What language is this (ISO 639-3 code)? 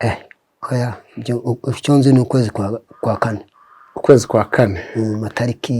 kin